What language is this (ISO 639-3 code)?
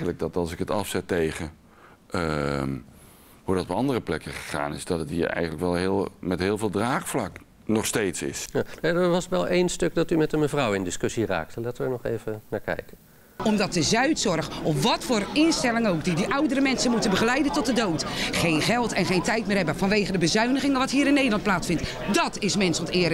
nld